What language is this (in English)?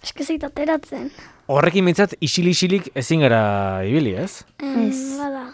Basque